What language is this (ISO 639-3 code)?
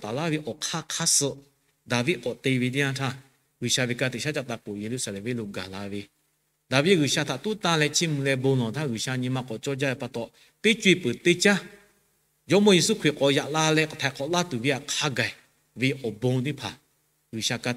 lhu